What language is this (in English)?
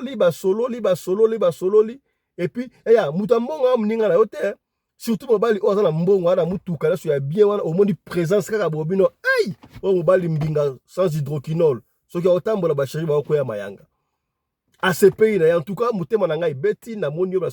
Lingala